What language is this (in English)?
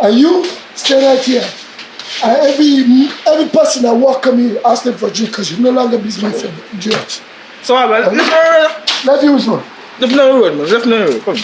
Jamaican Creole English